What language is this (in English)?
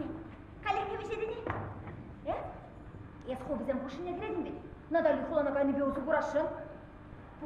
Chuvash